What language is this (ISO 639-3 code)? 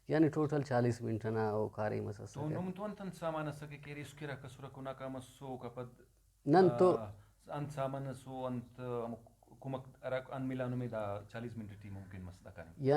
brh